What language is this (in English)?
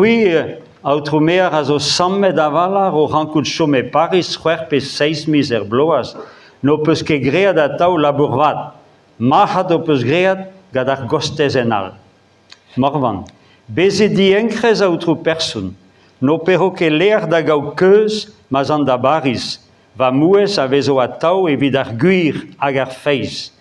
Breton